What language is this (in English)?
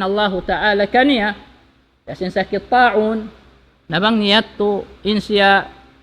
Tausug